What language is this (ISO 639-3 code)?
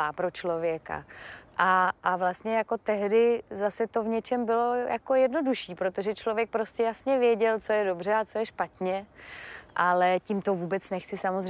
ces